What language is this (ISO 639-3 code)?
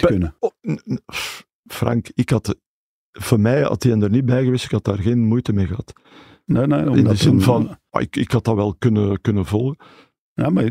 nld